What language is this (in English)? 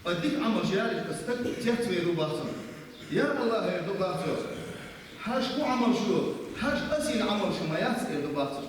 Chechen